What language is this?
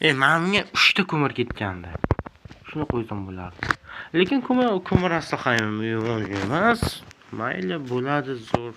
Uzbek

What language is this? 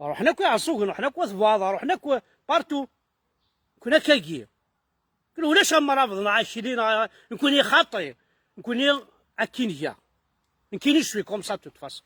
Kabyle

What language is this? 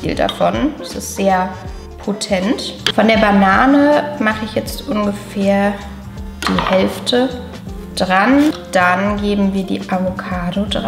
German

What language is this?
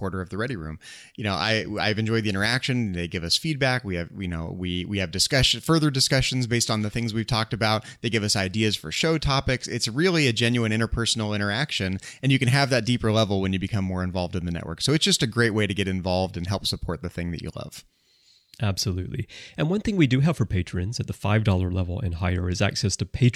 English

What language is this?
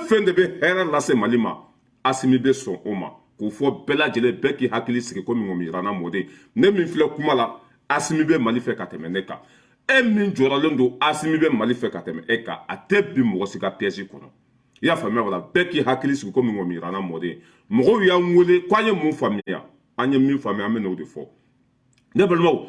Bambara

